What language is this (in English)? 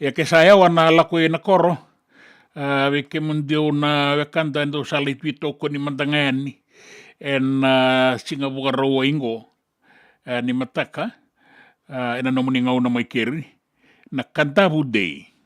Fijian